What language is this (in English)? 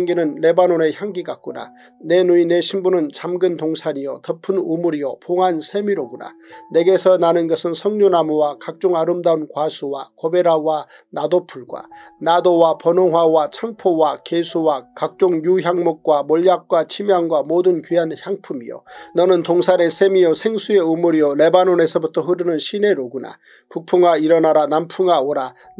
Korean